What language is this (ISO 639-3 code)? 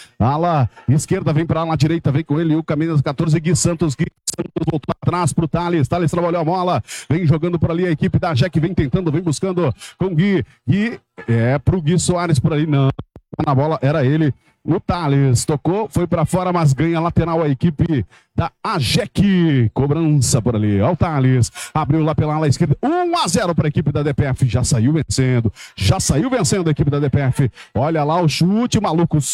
por